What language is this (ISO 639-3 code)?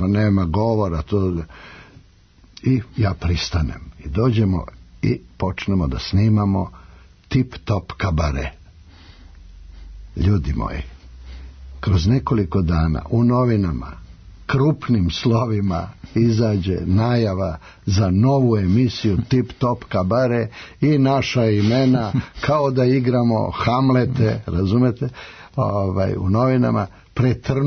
srp